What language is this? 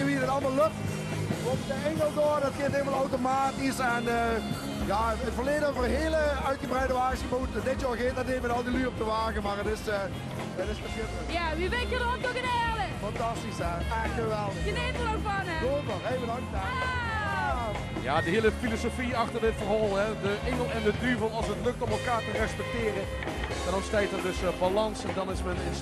Limburgish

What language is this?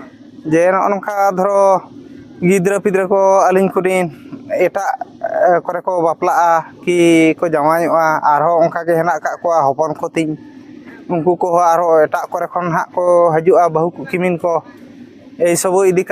Santali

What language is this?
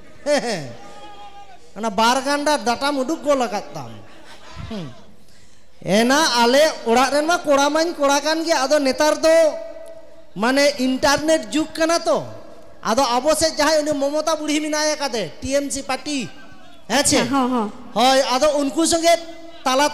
Santali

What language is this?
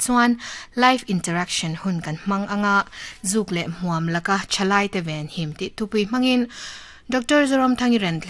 Mizo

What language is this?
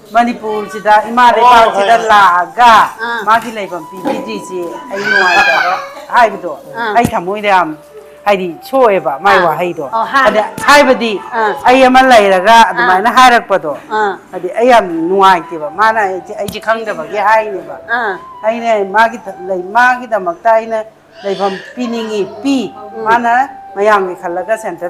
Manipuri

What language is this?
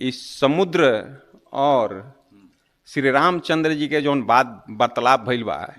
Bhojpuri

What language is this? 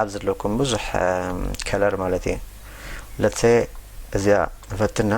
Tigrinya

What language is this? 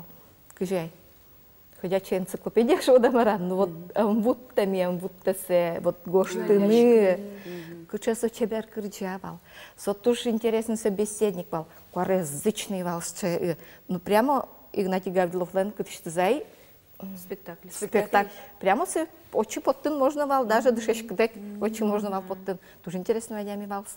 Udmurt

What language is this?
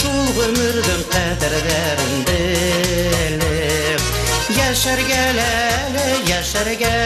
Bashkir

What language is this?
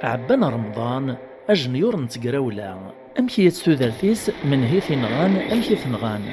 Kabyle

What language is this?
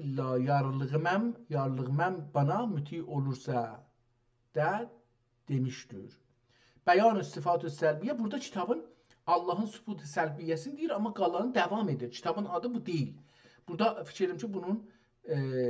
South Azerbaijani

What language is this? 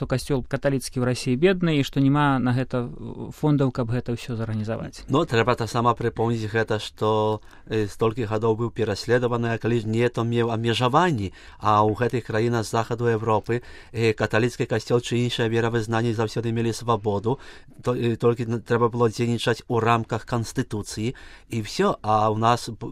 Belarusian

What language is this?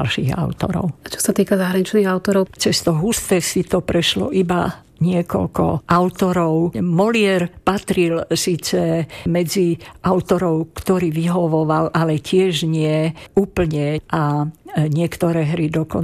Slovak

